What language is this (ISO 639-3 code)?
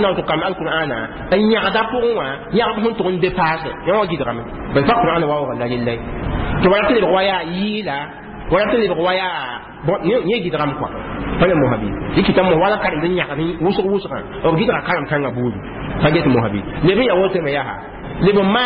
mos